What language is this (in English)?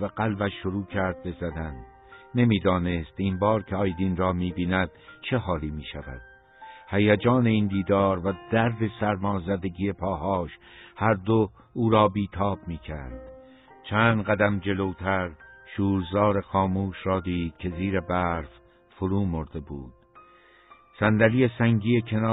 Persian